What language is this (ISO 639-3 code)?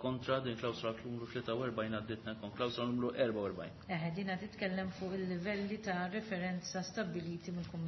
mlt